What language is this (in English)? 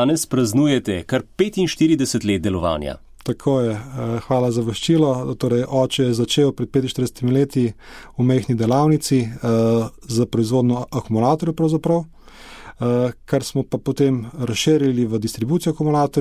Slovenian